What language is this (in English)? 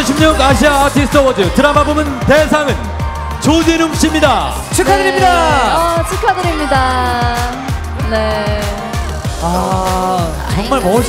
Korean